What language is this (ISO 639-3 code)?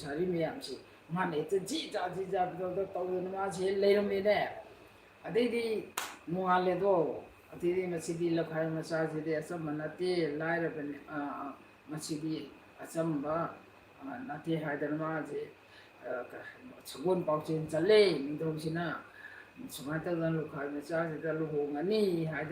mni